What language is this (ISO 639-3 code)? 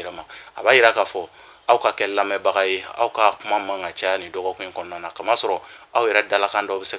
bam